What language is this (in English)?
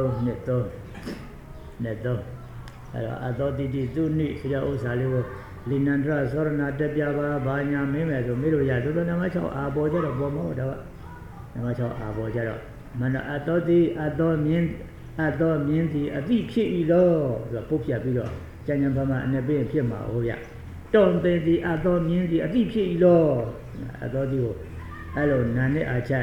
Burmese